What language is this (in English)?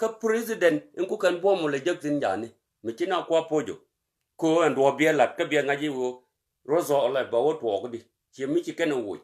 Nuer